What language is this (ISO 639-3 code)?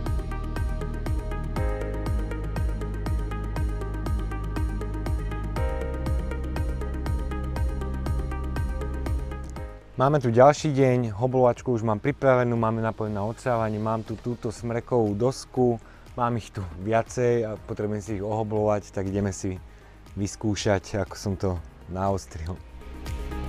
slk